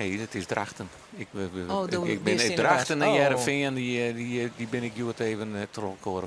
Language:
Western Frisian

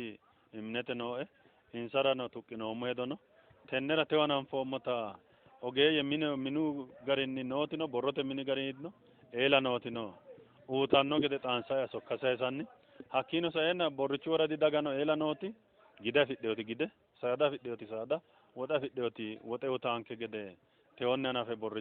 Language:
Sidamo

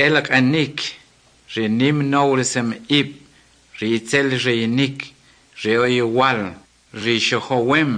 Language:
Kʼicheʼ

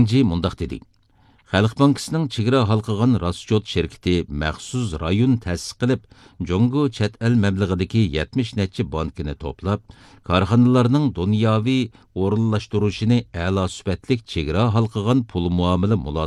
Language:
Uyghur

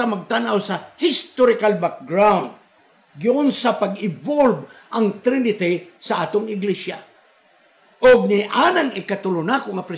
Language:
Cebuano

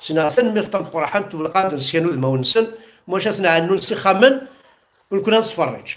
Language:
Kabyle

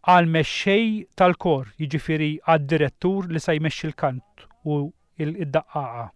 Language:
Maltese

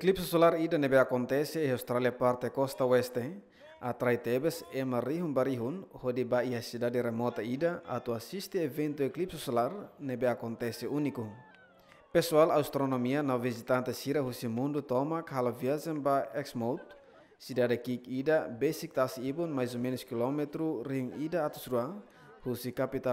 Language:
Tetum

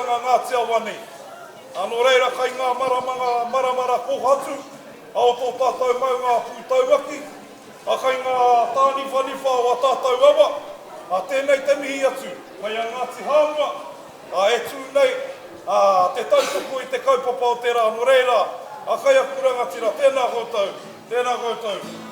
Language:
Māori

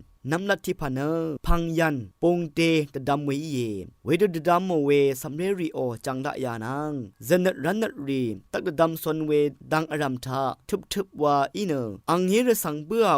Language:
Rawang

